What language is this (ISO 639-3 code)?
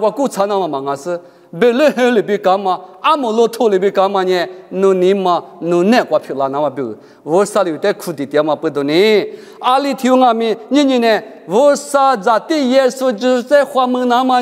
lis